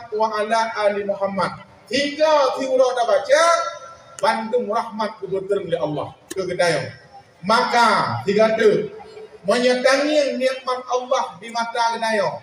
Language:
Achinese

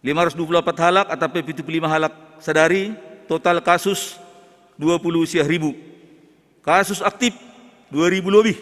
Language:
Batak Simalungun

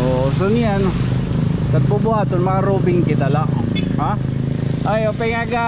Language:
Waray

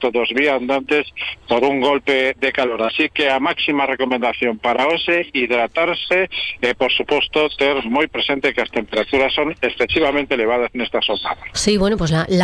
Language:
Galician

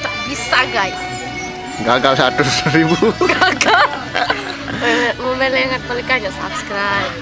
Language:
Sasak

